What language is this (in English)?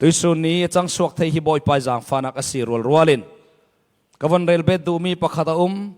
Falam Chin